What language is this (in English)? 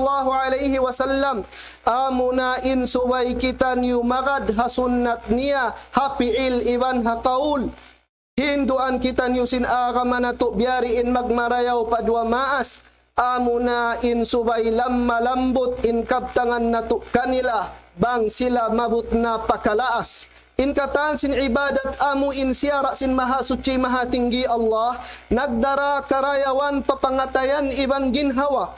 Tausug